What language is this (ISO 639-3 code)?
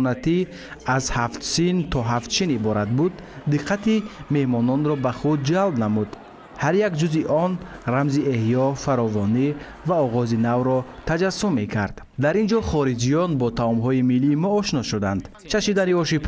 tgk